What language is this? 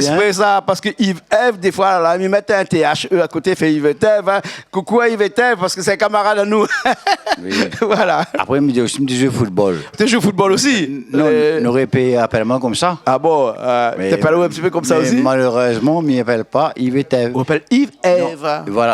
Réunion Creole French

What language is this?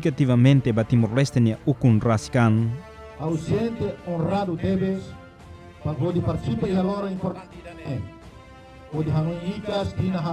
Tetum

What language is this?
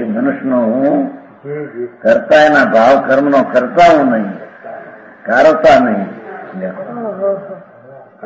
Gujarati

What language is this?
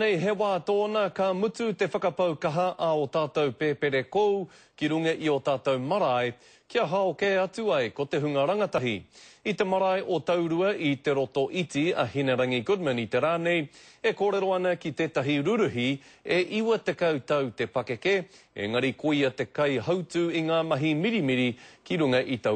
Māori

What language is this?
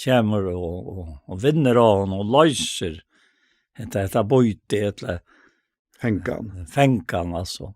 Faroese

